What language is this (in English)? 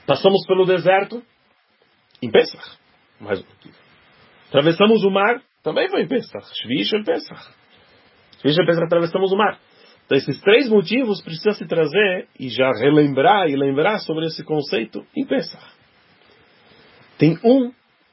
Portuguese